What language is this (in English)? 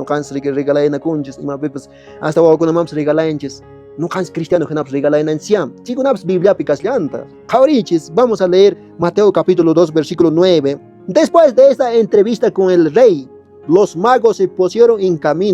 Quechua